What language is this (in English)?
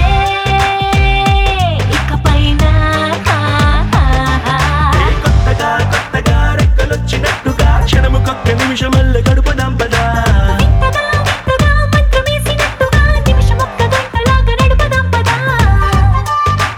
Telugu